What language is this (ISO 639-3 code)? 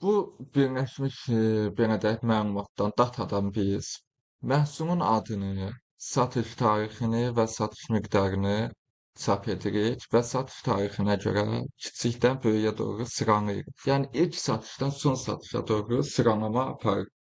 aze